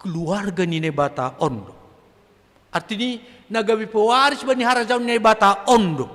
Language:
Batak Simalungun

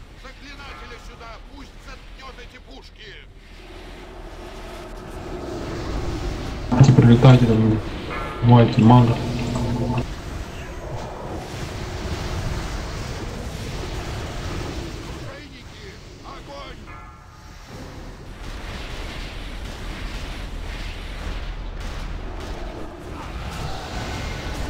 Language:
Russian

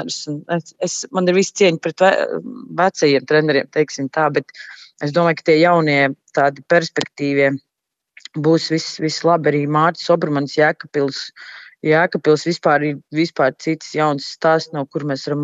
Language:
Latvian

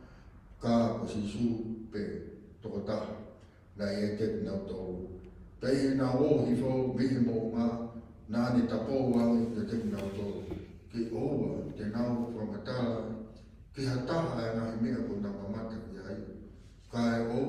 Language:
Tongan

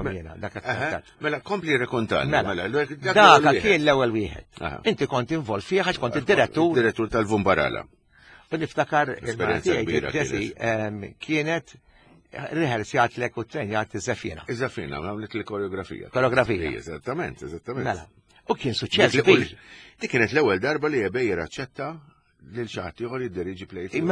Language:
Maltese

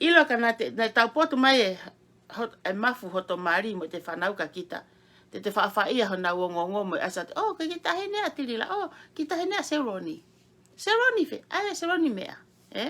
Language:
Tongan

